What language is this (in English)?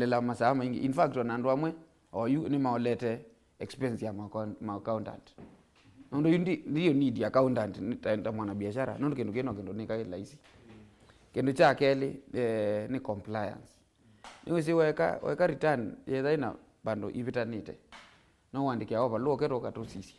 Kamba